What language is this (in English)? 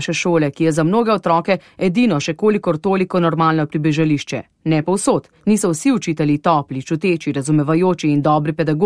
Slovenian